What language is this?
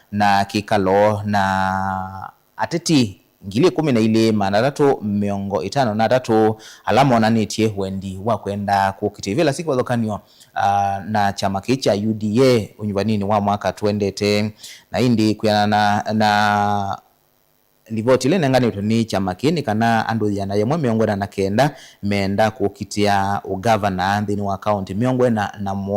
Kamba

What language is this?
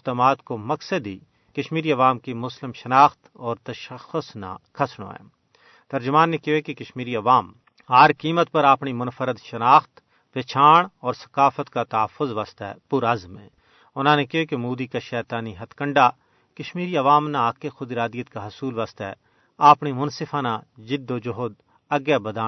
Gujari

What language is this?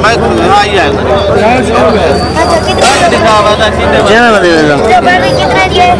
Saraiki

